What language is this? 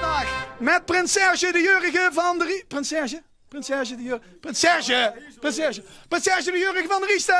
Limburgish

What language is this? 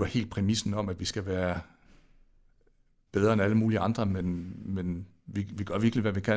Danish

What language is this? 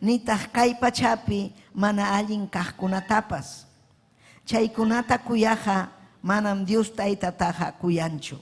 Ayacucho Quechua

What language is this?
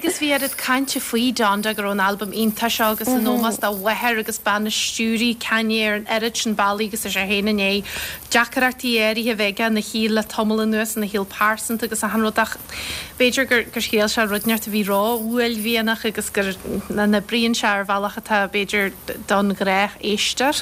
Irish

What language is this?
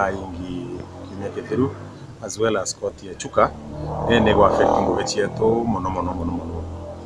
Meru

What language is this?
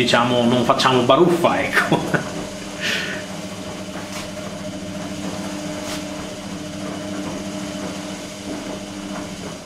Italian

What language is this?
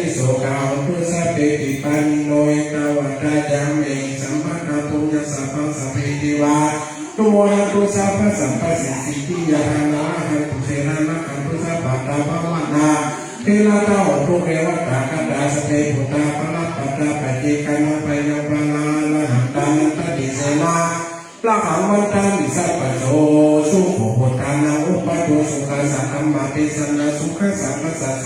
Pali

